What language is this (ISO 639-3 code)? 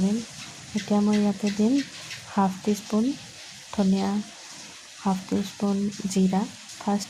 asm